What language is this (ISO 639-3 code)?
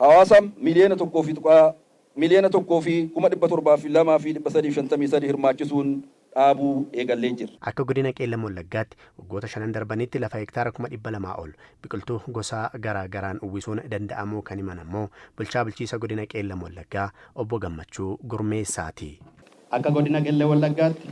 orm